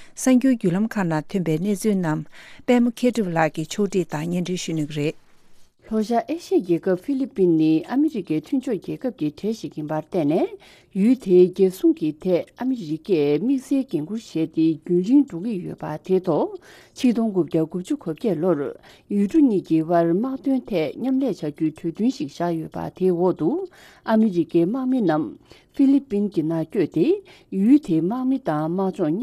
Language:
Tibetan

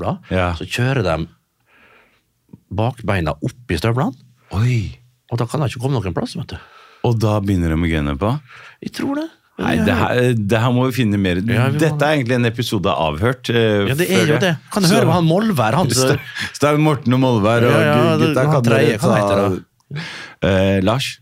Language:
Norwegian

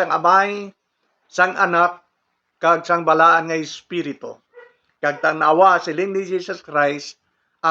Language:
Hiligaynon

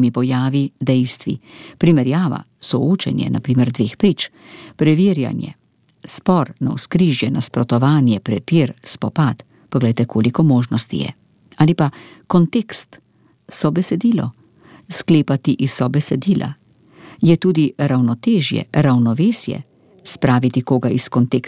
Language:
Slovenian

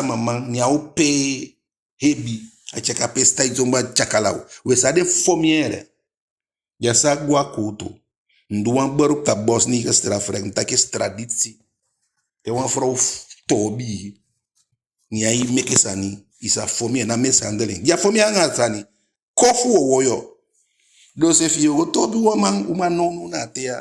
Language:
Eastern Maroon Creole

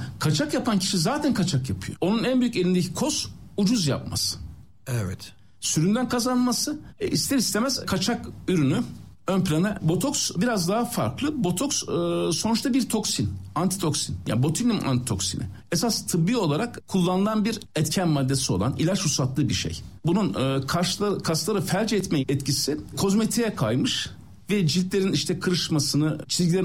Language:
Turkish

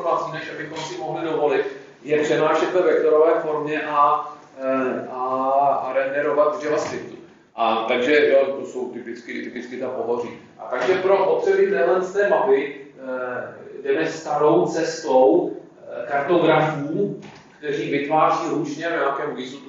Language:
Czech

